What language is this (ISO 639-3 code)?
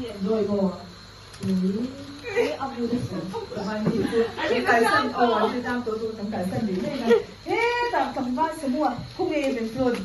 lus